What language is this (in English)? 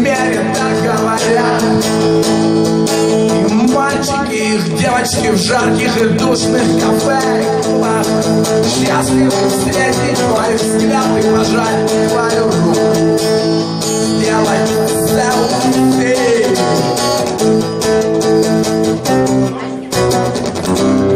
Russian